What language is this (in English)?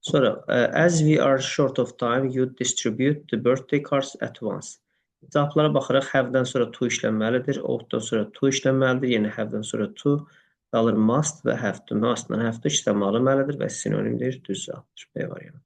Azerbaijani